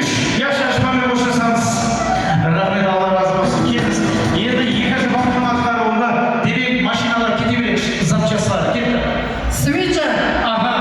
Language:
Kara-Kalpak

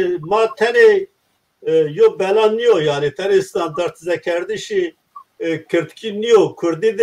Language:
Zaza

